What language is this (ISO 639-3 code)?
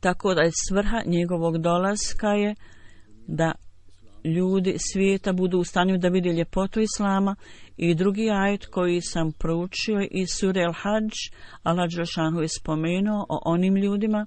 bos